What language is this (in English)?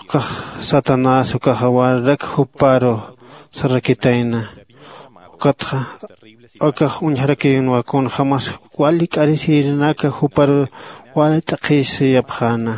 Aymara